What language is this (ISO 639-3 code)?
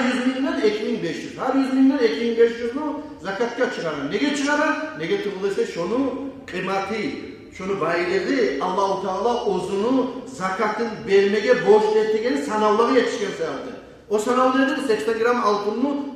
kum